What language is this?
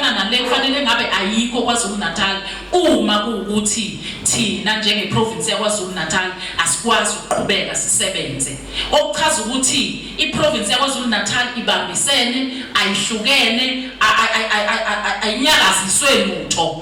Zulu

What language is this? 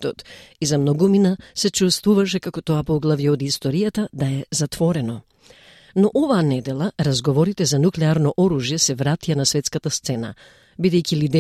Macedonian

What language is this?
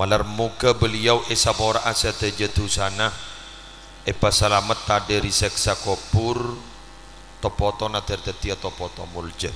Madurese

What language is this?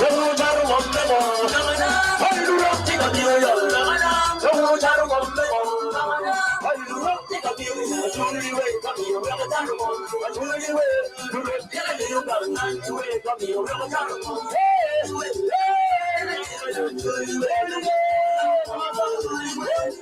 Acoli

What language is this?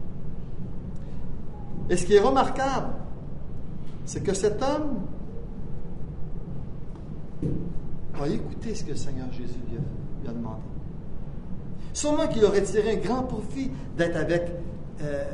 French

